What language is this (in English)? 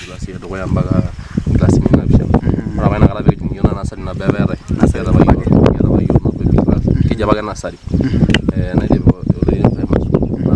Masai